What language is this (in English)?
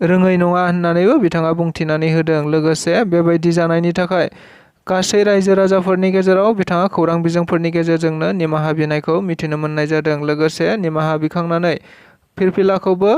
Bodo